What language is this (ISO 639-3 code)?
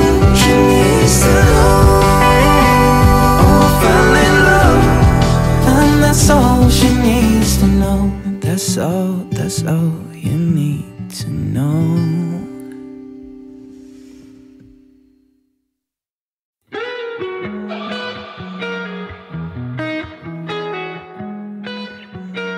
eng